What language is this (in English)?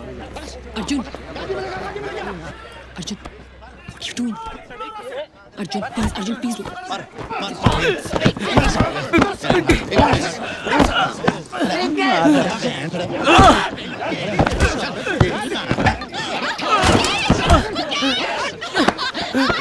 Hindi